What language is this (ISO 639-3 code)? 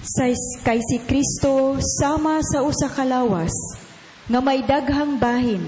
ceb